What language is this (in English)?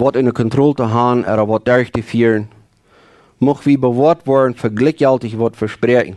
Plautdietsch